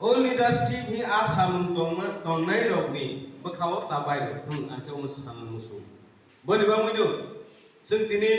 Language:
Kok Borok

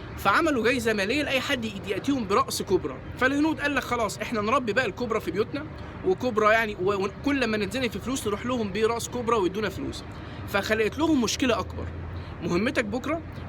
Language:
Egyptian Arabic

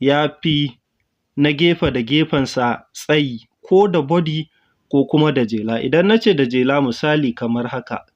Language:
Hausa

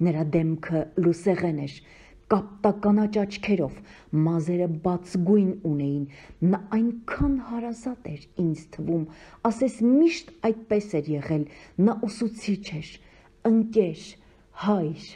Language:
Armenian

